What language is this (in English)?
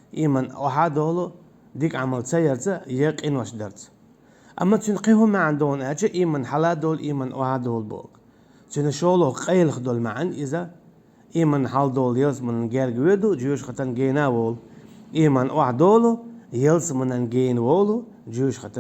Chechen